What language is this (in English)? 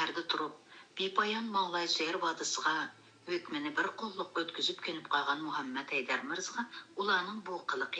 Uyghur